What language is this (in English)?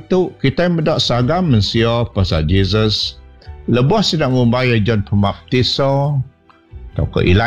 Iban